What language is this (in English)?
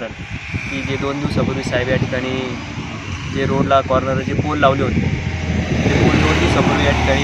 Marathi